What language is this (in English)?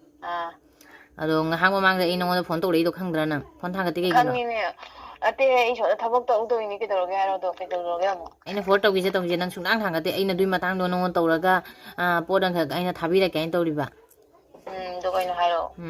Manipuri